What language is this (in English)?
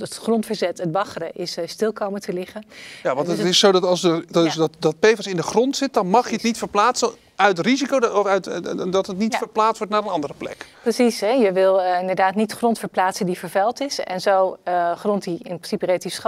Dutch